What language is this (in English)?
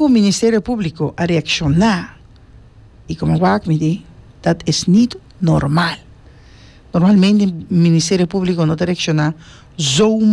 Papiamento